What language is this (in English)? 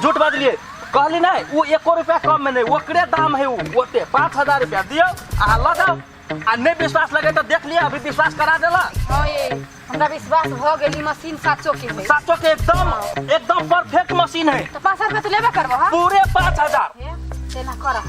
Maithili